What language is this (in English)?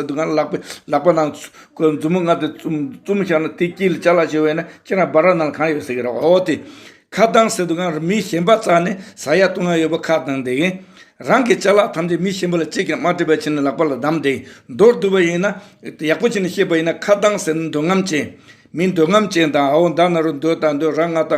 Tibetan